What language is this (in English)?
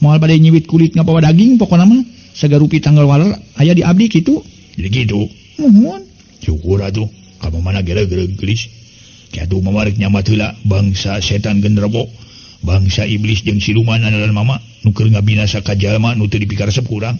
Sundanese